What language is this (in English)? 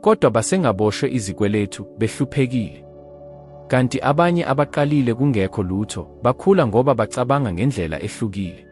Zulu